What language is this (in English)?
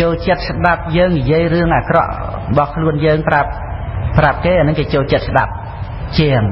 Khmer